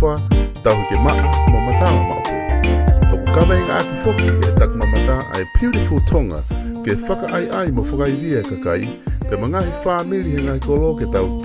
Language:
Tongan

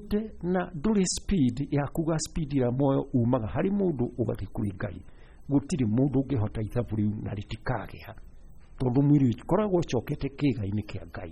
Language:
Kikuyu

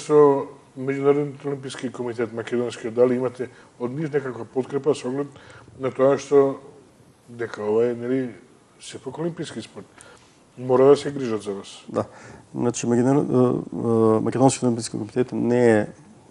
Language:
Macedonian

